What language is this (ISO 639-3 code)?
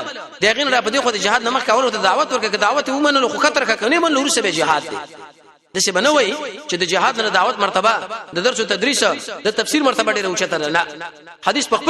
pus